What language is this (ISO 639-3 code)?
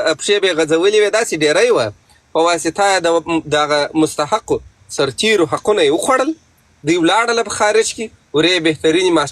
pus